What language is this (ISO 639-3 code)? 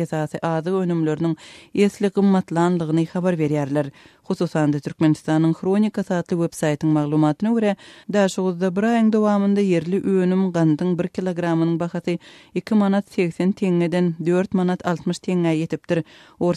tuk